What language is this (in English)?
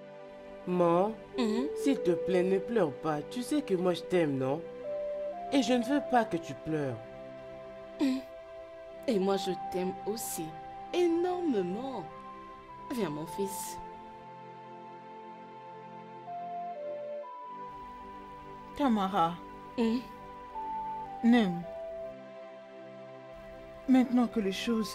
French